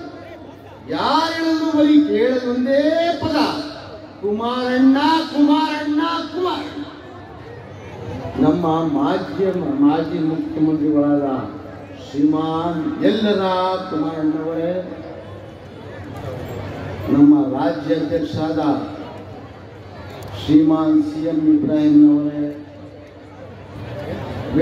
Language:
Kannada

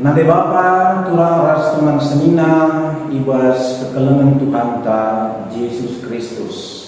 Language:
Batak Karo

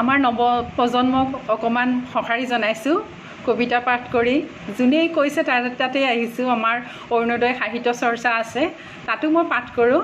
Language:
Assamese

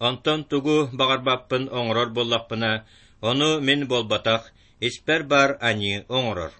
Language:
Yakut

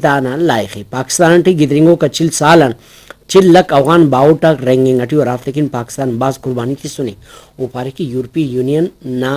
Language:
Brahui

